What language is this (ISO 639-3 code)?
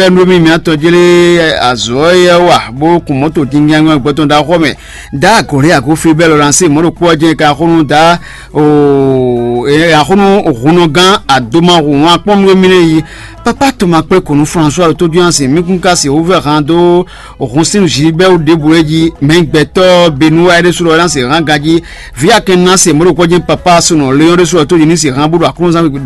fon